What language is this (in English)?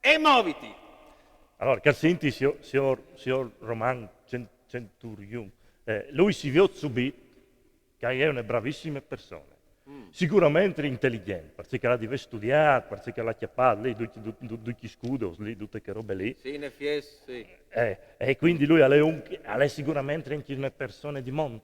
Friulian